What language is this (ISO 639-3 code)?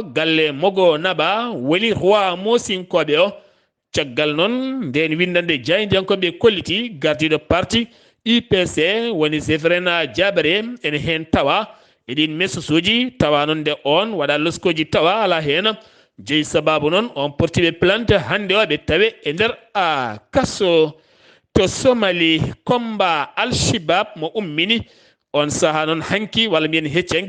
ful